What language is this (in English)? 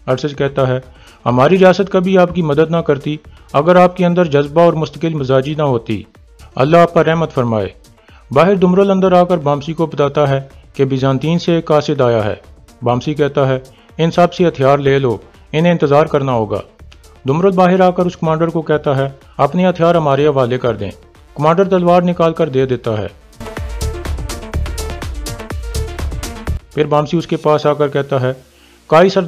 Urdu